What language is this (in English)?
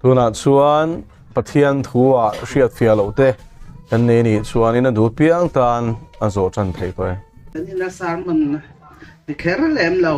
Mizo